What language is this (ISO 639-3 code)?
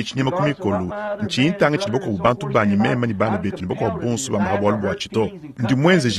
lua